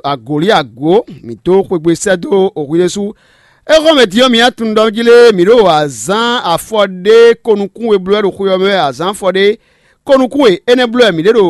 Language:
Fon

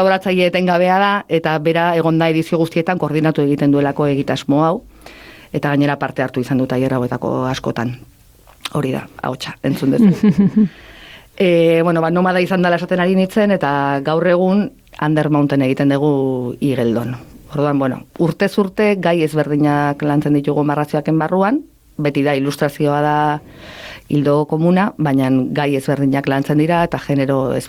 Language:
Basque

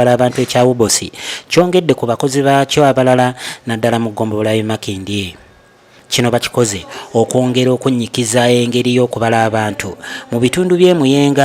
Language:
Ganda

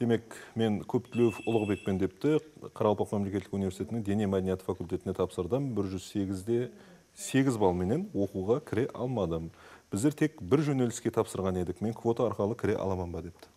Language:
Kara-Kalpak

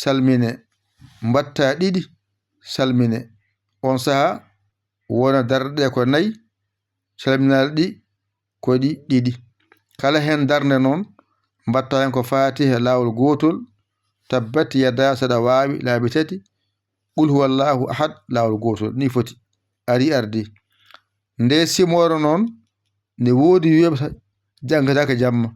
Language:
Fula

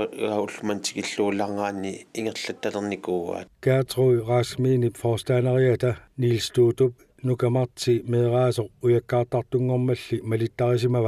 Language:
Kalaallisut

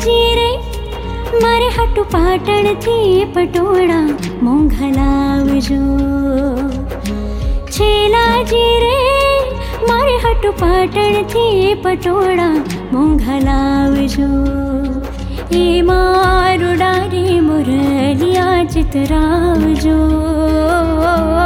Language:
Gujarati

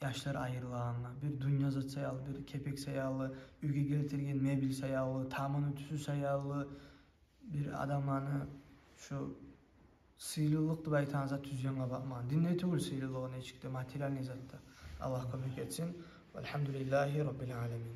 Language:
Kumyk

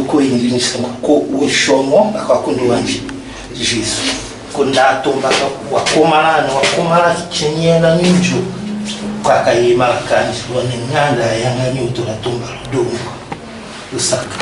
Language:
Tetela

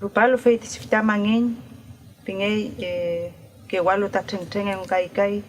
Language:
Mapuche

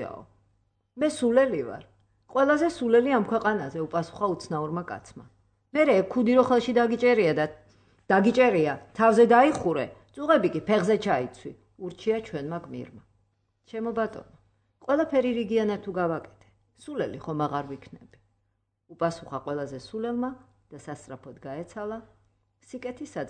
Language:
Georgian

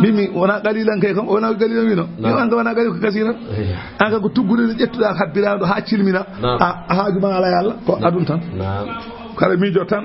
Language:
Fula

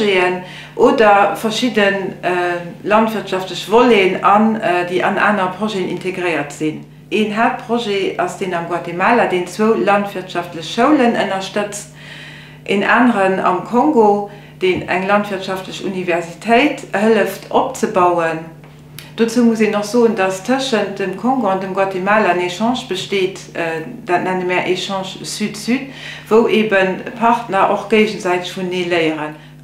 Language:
Luxembourgish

